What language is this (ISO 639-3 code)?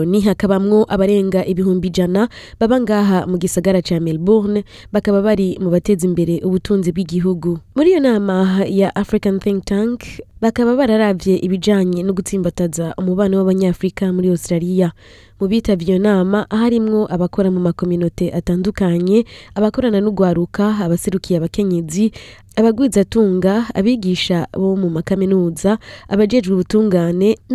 run